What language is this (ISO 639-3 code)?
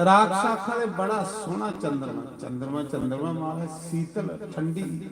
doi